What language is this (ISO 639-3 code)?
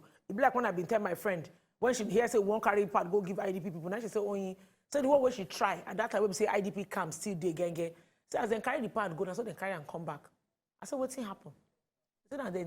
pcm